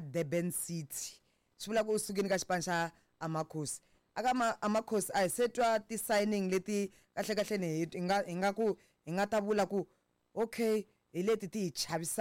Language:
Tsonga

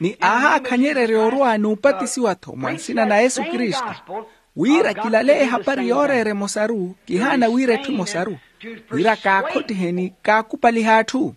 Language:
Makhuwa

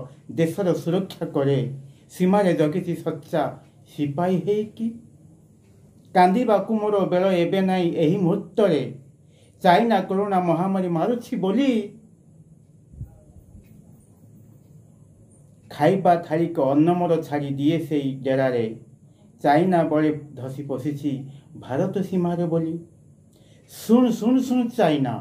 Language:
Odia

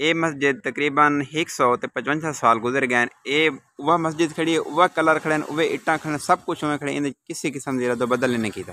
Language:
Saraiki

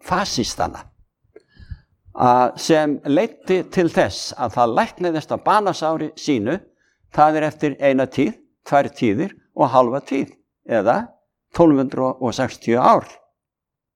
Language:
Icelandic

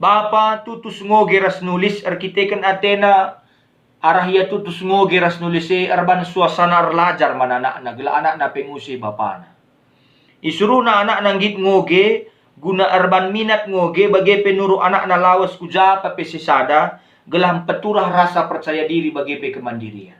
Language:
Batak Karo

